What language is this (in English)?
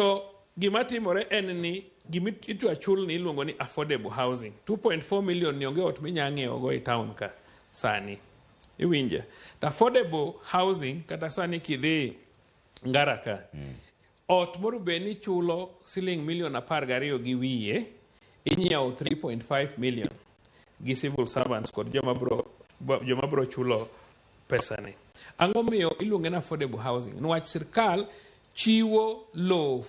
Luo (Kenya and Tanzania)